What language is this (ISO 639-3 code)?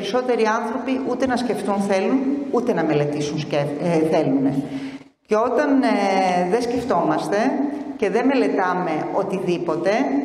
ell